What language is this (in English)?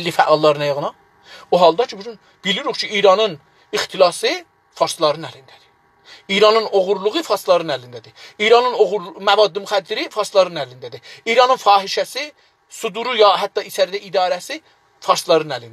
South Azerbaijani